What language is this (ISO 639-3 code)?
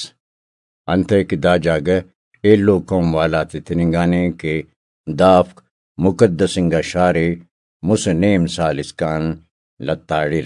brh